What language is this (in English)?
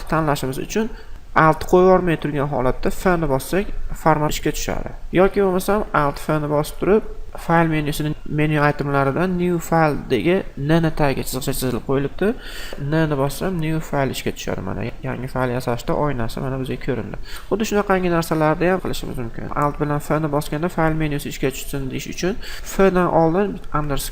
Uzbek